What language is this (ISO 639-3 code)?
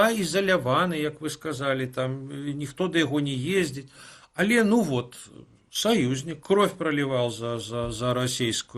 bel